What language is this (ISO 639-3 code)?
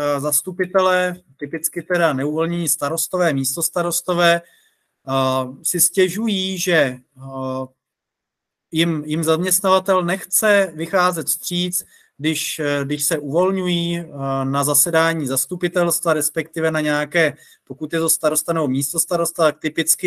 ces